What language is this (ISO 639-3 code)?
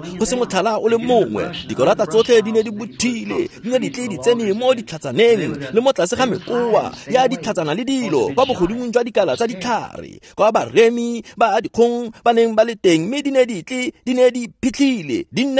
tsn